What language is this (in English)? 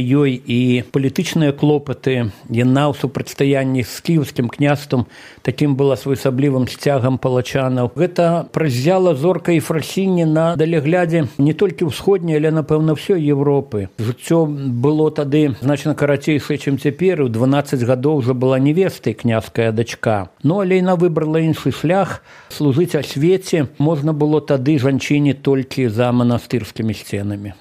Belarusian